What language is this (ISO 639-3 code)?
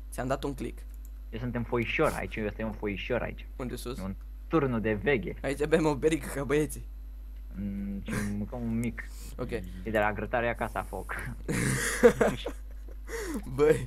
ron